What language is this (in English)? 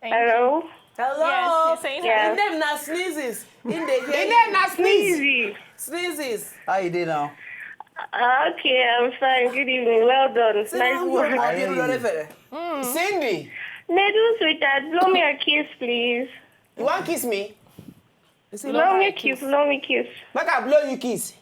Nigerian Pidgin